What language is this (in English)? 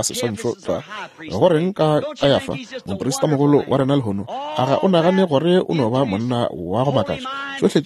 Northern Sotho